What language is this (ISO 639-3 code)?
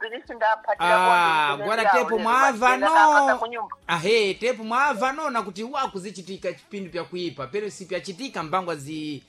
seh